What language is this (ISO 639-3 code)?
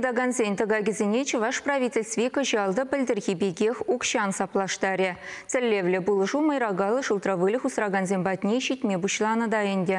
chv